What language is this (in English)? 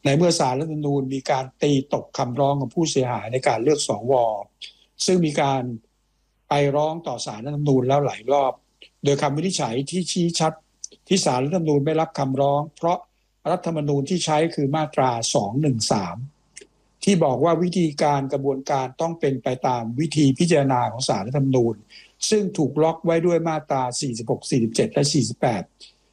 Thai